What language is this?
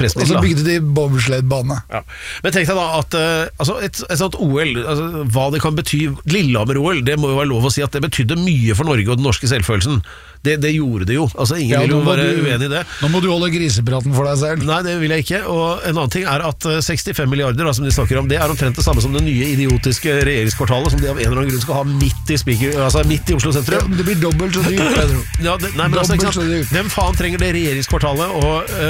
Norwegian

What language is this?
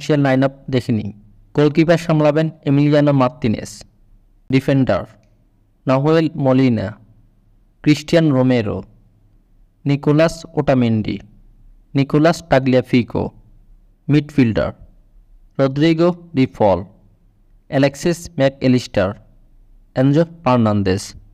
Bangla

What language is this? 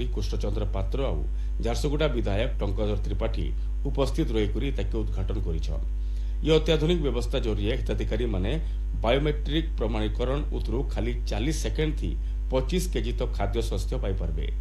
Odia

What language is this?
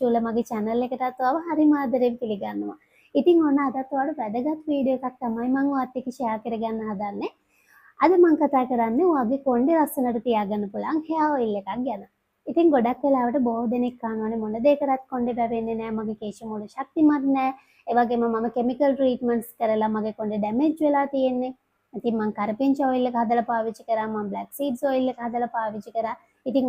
Sinhala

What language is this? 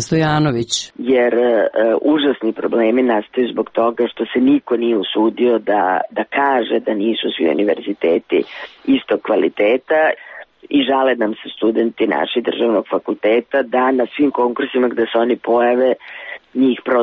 Serbian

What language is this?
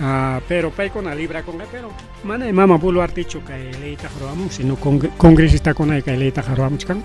Ayacucho Quechua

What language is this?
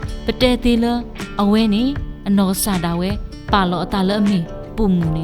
S'gaw Karen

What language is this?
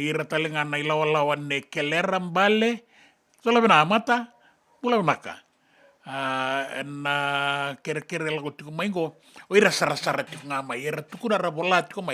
Fijian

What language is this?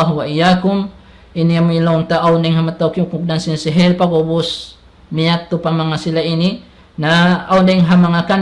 Tausug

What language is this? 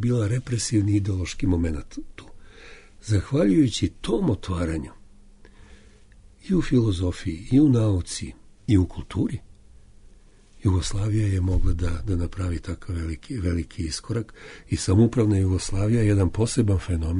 Serbian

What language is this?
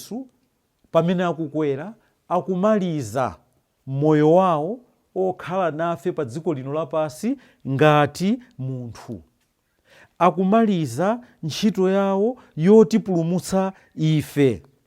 Nyanja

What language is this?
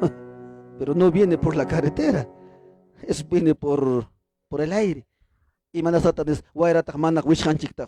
Ayacucho Quechua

